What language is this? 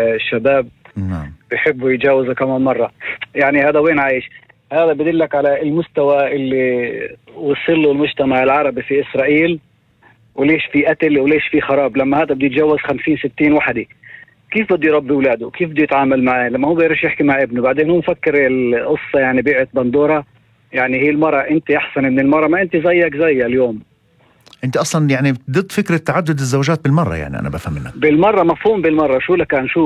North Levantine Arabic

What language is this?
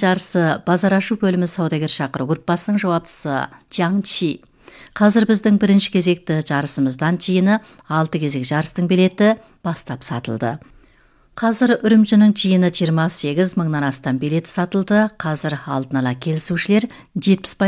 Kazakh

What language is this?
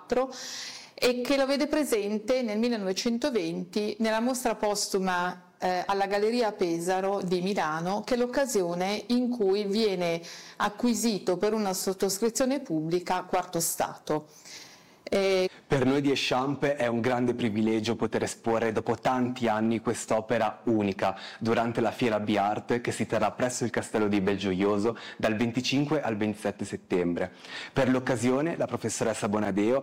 Italian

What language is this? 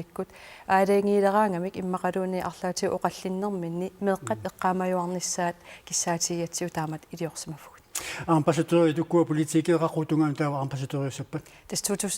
Kalaallisut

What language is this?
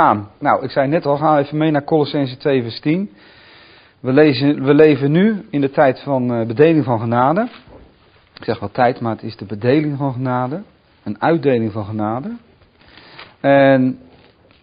Dutch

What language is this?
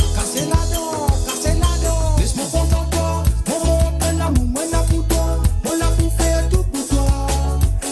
Morisyen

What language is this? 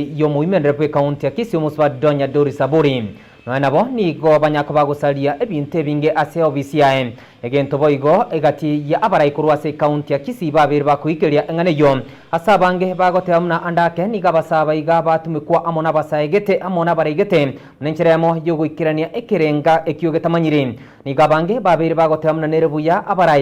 Gusii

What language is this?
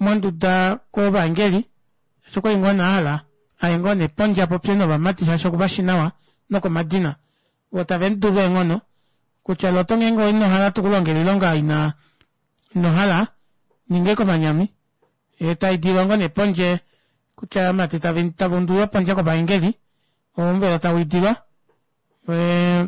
Kuanyama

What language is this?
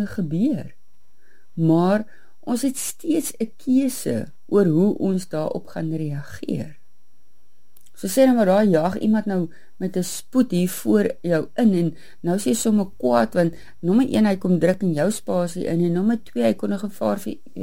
Afrikaans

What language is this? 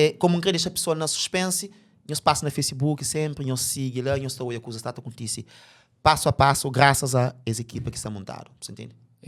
Kabuverdianu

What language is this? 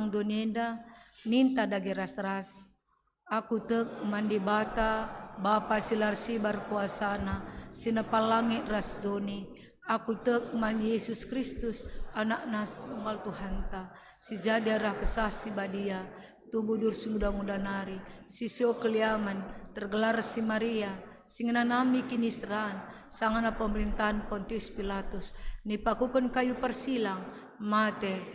Batak Karo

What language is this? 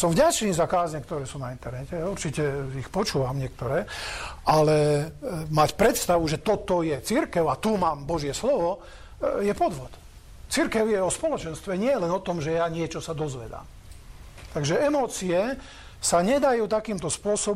Slovak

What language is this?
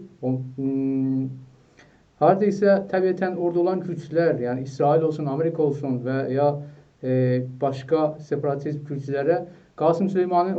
South Azerbaijani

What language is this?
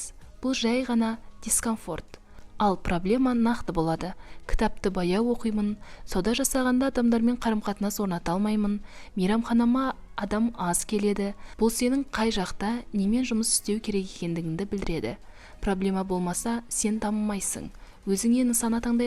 Kazakh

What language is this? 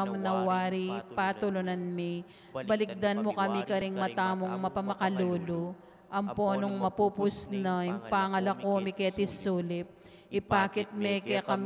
Pampanga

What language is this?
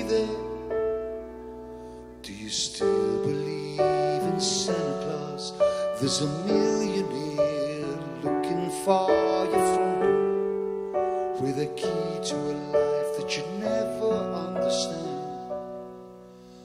English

